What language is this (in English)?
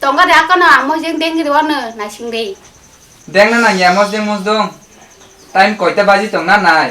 Kok Borok